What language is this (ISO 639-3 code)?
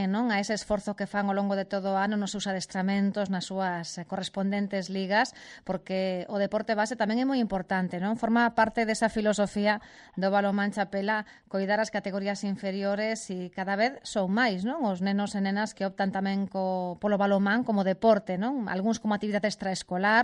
glg